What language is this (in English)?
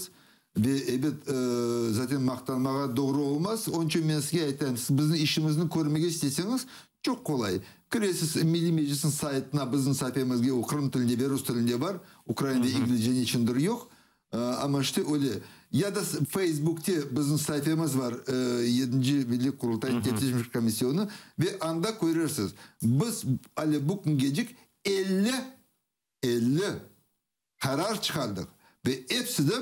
Crimean Tatar